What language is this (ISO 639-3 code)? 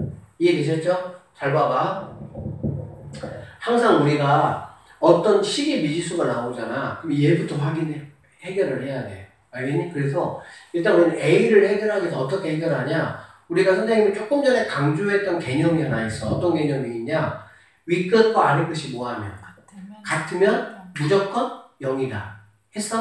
kor